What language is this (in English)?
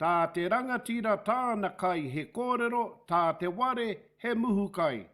Māori